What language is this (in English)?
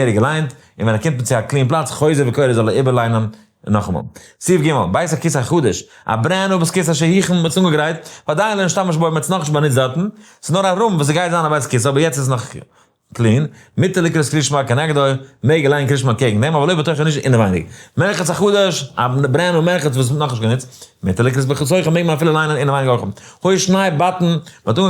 Yiddish